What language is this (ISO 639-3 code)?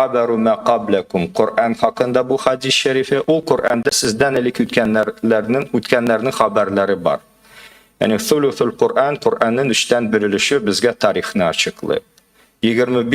tat